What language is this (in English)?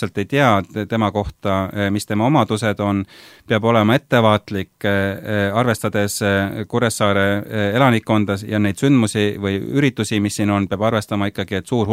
Estonian